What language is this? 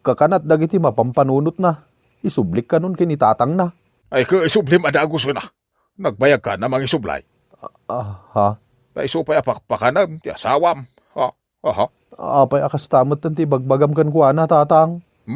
Iloko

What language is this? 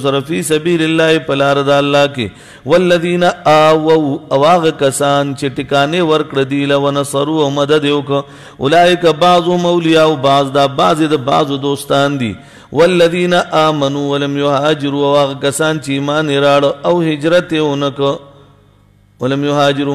Pashto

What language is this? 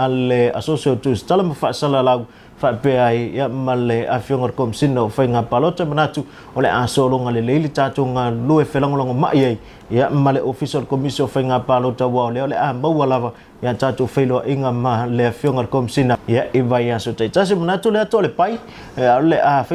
Samoan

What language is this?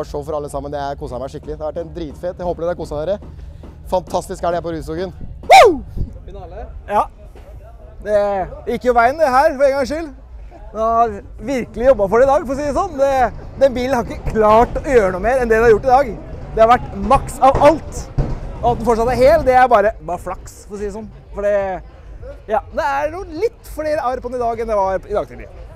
Norwegian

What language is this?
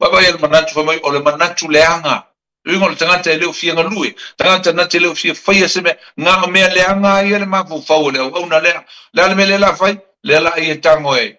Samoan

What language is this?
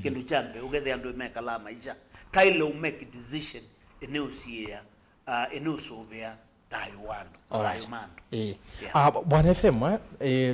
Kamba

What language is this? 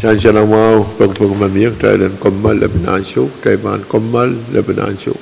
Pohnpeian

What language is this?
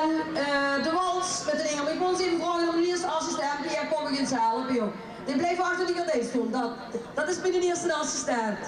Limburgish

